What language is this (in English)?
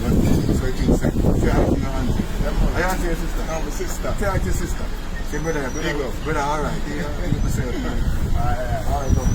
Jamaican Creole English